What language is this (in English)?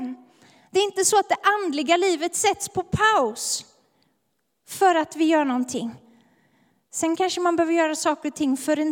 Swedish